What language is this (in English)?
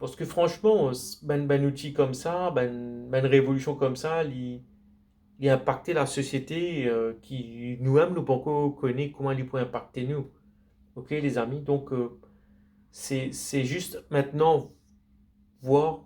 Morisyen